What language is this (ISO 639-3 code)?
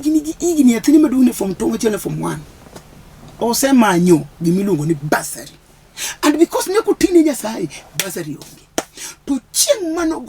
luo